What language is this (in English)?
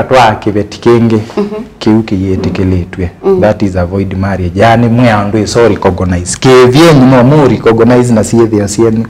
Kamba